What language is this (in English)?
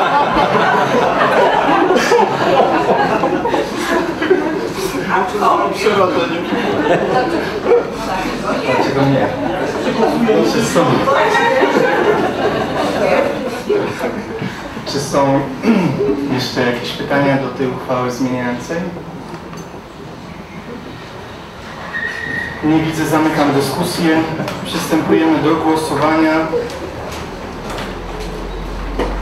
Polish